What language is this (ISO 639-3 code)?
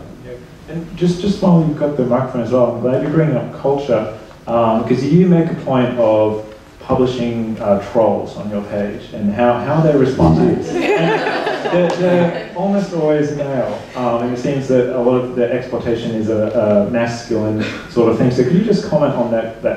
eng